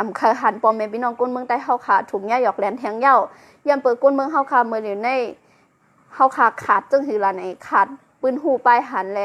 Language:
Shan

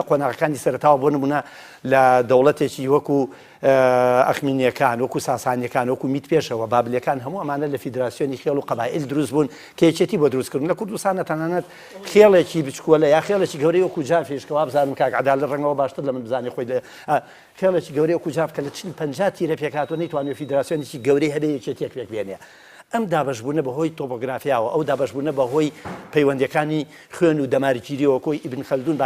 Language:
Central Kurdish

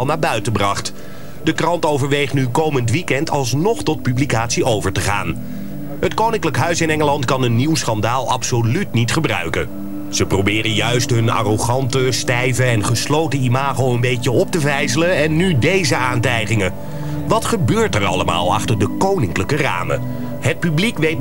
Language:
Dutch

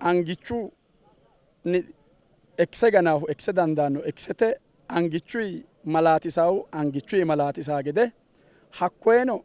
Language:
Sidamo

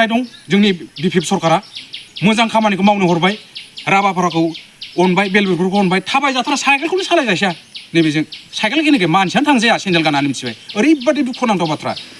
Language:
Bodo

